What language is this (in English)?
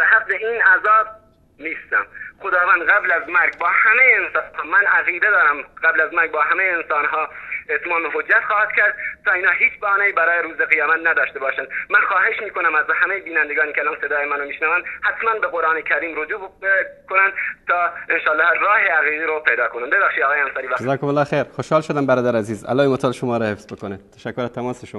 Persian